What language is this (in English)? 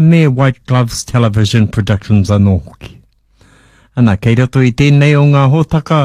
Māori